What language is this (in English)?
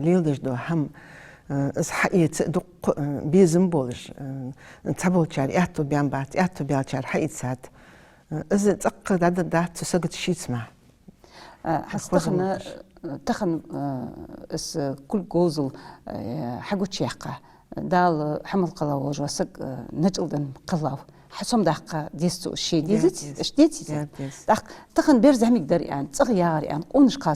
Ingush